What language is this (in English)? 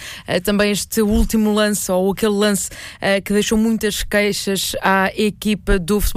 Portuguese